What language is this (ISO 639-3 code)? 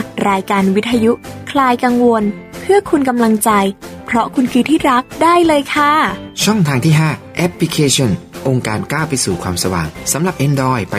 tha